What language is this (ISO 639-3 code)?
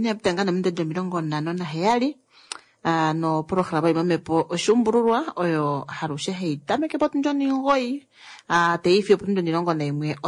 kua